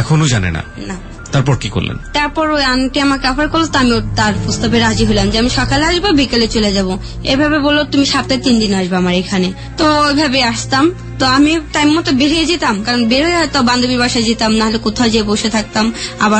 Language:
Bangla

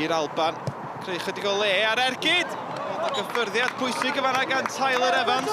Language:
Welsh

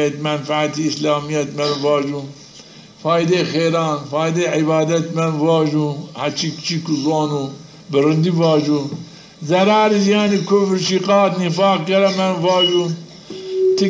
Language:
Zaza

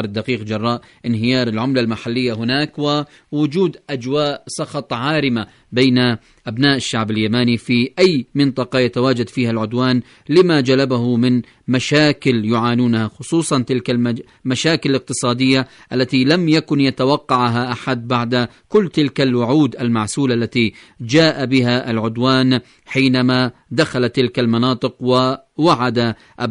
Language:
Arabic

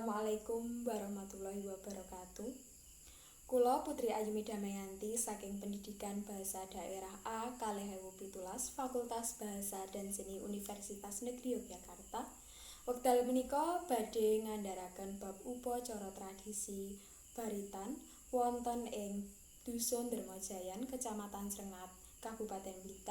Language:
Javanese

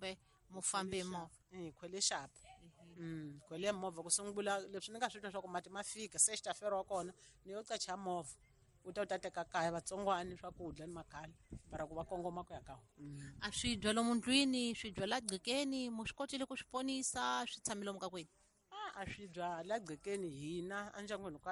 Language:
Tsonga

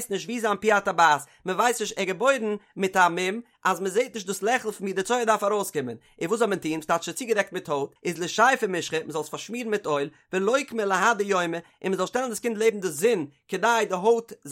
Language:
Yiddish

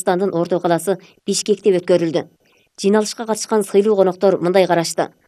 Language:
Kyrgyz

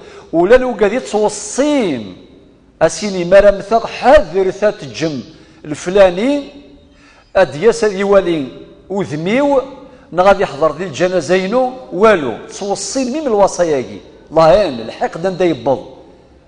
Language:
Kabyle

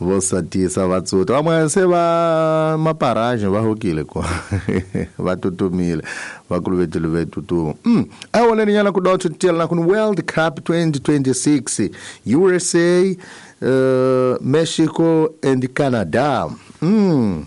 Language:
Tsonga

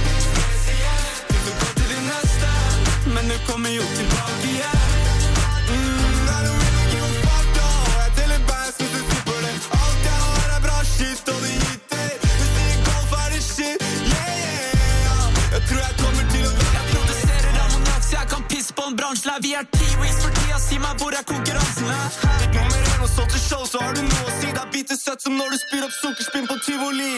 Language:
Norwegian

